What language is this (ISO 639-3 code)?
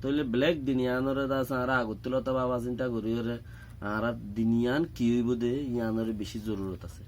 rhg